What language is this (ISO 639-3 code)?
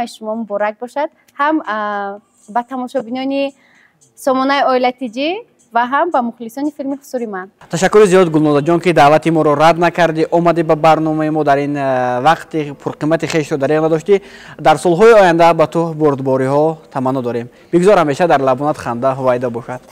tgk